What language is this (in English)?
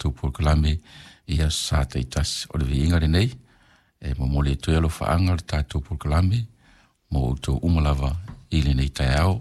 Samoan